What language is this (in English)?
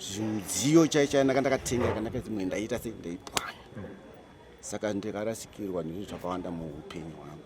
Shona